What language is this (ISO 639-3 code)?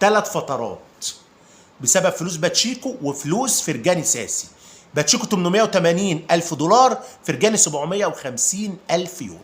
arz